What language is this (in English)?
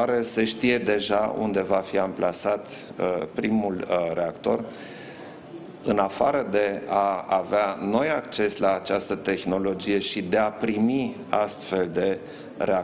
Romanian